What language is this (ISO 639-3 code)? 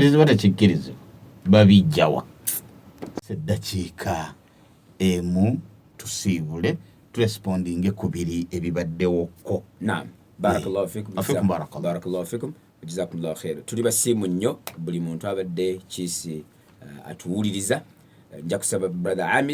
lug